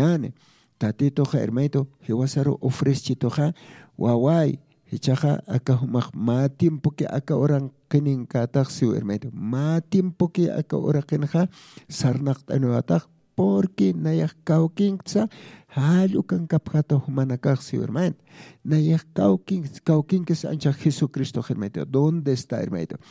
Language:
Aymara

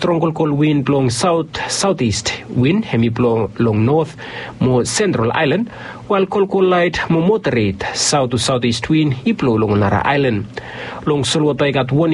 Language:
Bislama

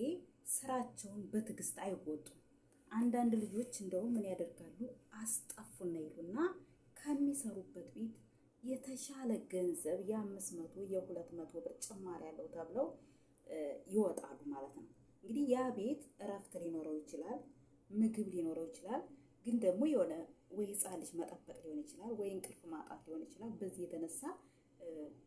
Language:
Amharic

